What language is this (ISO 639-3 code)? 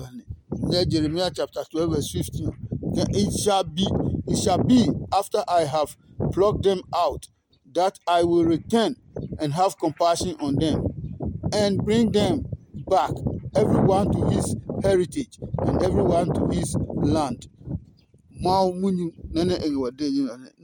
ada